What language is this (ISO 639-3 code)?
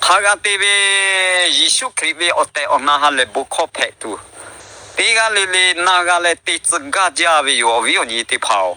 lhu